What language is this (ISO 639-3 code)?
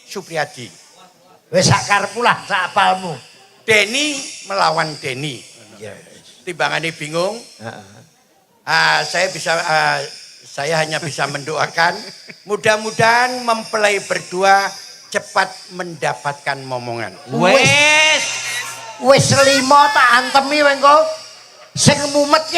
jav